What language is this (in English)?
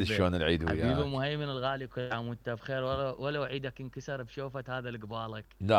Mesopotamian Arabic